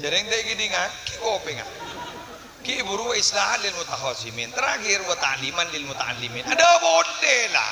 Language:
Madurese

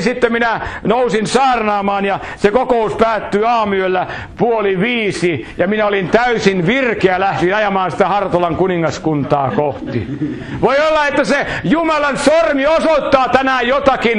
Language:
Finnish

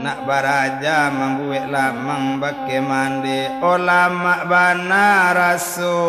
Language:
Minangkabau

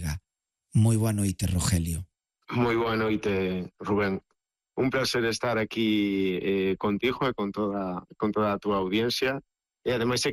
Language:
Galician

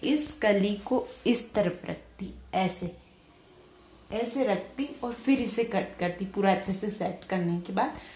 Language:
Hindi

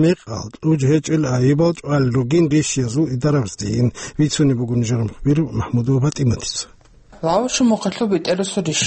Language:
Avaric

